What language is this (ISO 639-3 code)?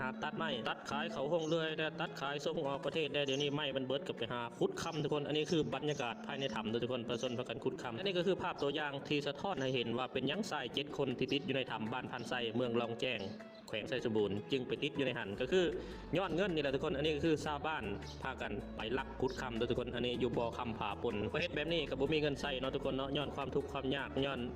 lao